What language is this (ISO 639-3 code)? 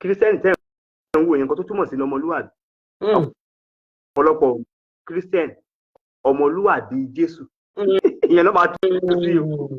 yor